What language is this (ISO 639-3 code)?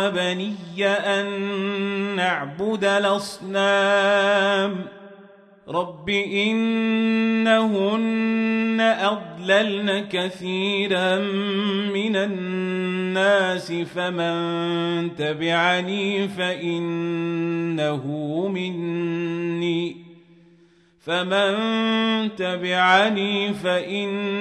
ara